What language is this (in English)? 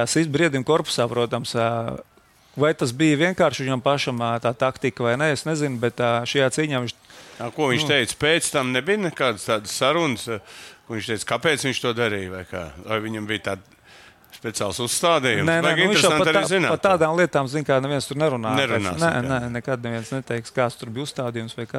Latvian